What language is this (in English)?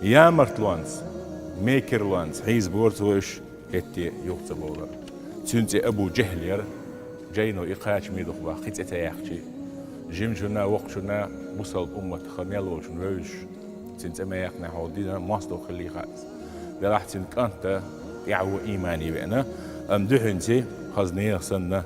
Chechen